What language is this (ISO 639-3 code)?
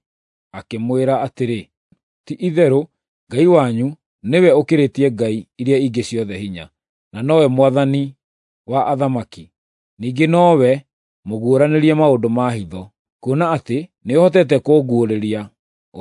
kik